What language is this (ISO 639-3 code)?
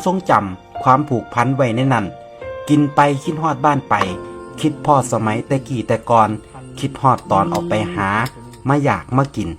tts